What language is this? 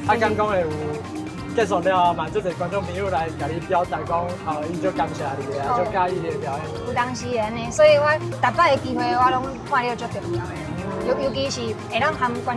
Min Nan Chinese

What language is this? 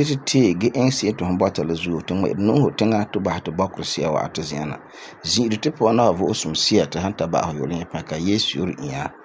Frafra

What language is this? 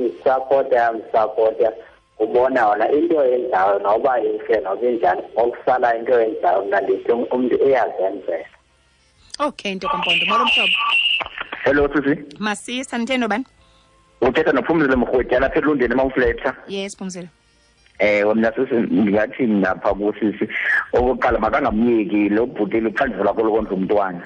Xhosa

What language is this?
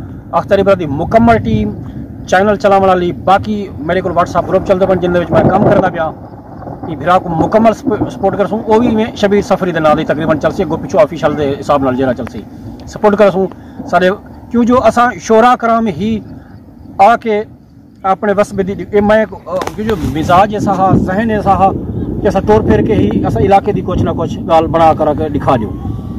Saraiki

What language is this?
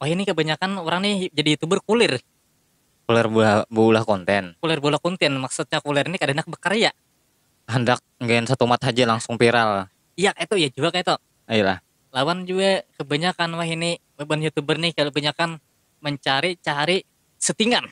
Banjar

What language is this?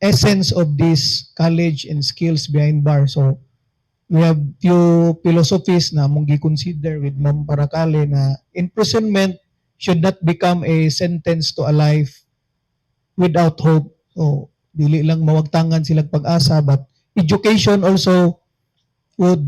Cebuano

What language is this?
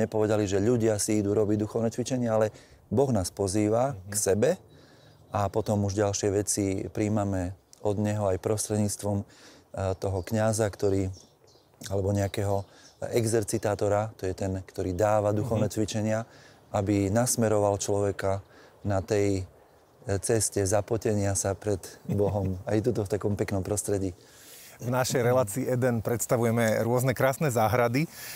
Slovak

